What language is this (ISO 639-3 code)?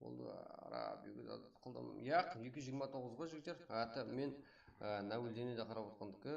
kaa